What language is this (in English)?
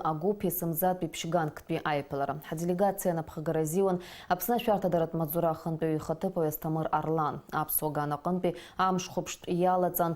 Abkhazian